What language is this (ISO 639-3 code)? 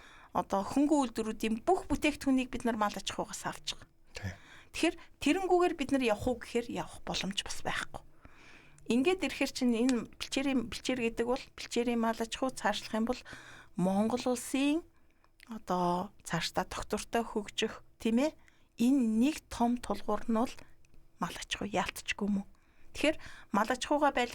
mon